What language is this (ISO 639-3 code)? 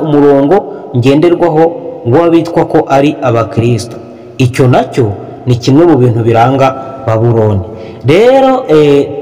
kin